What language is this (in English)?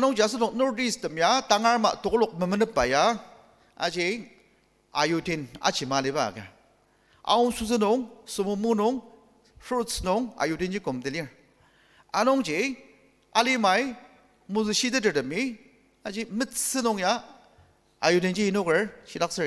Ao Naga